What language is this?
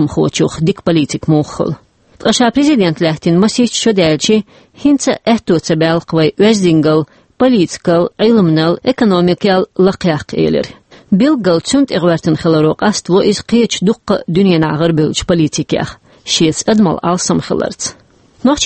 Chechen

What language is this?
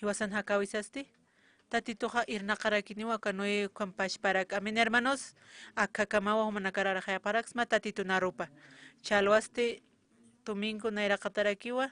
Aymara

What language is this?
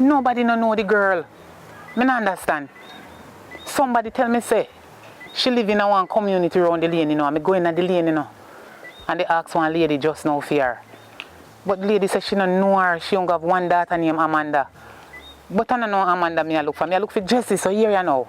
Jamaican Creole English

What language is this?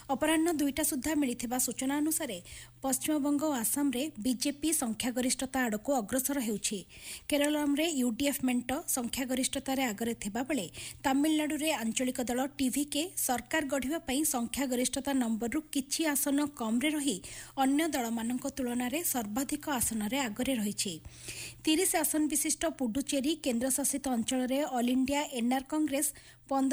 Odia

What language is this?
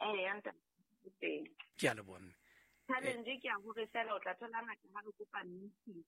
Southern Sotho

